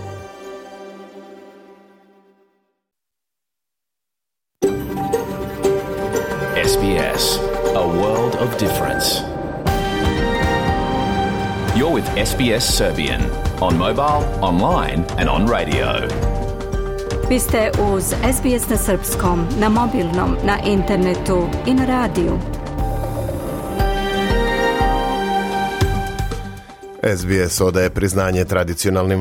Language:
Serbian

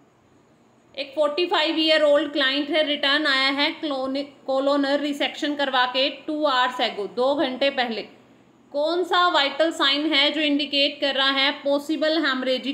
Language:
Hindi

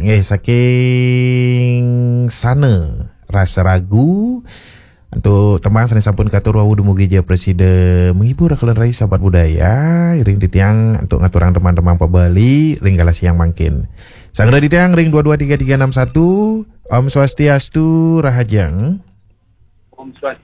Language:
Balinese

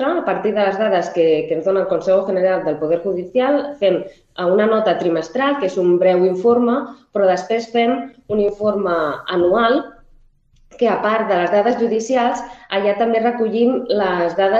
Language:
Catalan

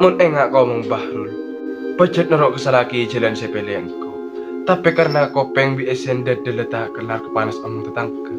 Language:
Madurese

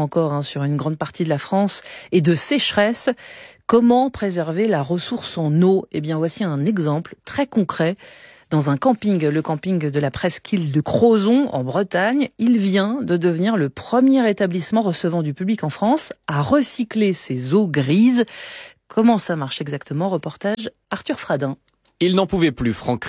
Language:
French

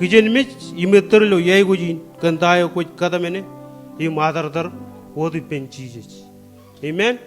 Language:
Marshallese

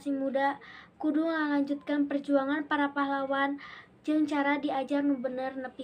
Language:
Sundanese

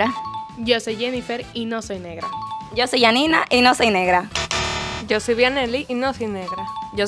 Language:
Spanish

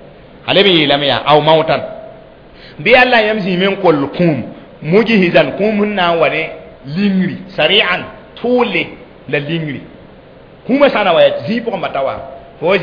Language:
Mossi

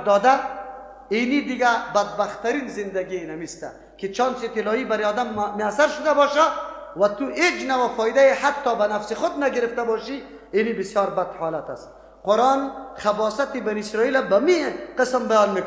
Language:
Persian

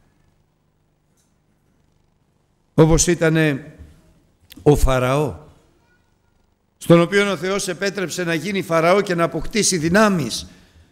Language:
Greek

